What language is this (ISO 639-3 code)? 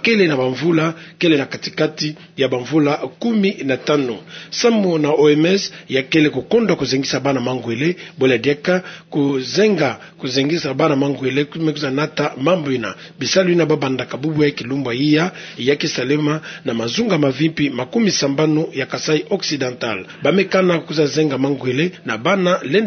ktu